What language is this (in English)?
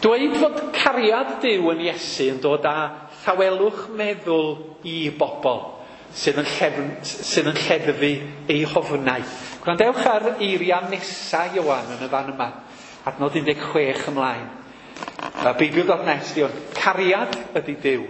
Welsh